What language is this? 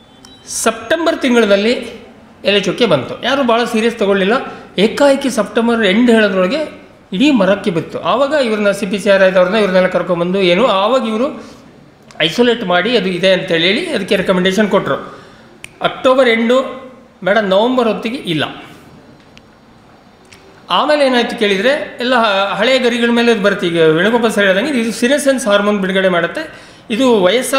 Kannada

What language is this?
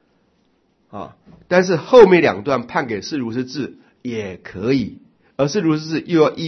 Chinese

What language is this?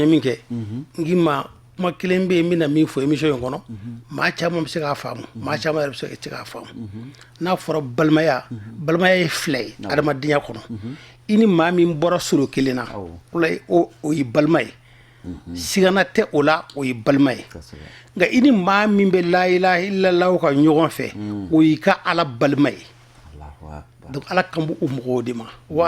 Bambara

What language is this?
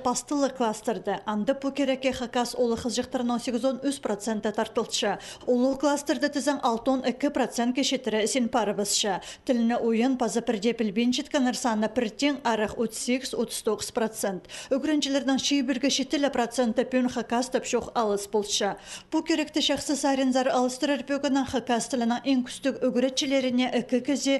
Khakas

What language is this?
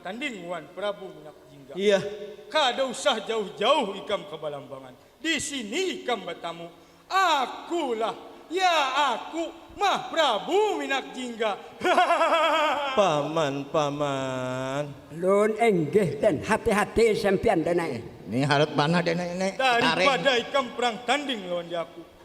Banjar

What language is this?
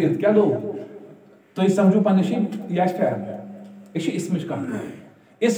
Kashmiri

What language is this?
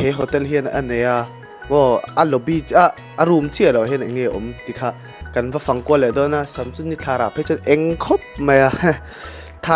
Mizo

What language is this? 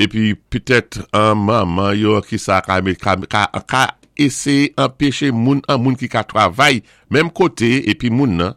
Saint Lucian Creole French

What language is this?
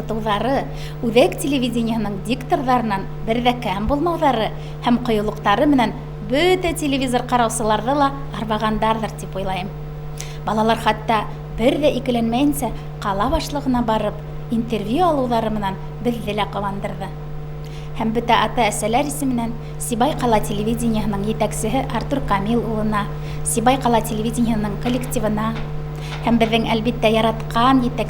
Bashkir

